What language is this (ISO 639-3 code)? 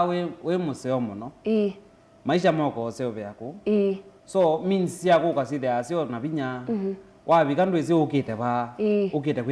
kam